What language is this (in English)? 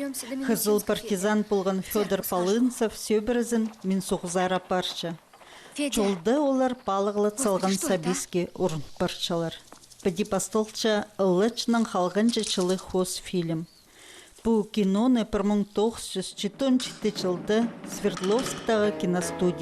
Khakas